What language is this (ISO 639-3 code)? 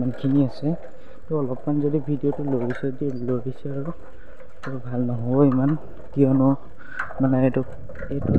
asm